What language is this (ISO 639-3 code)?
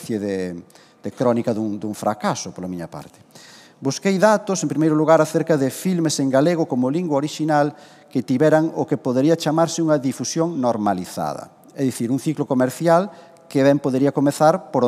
glg